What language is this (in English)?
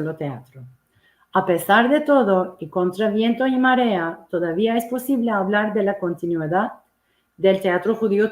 Ladino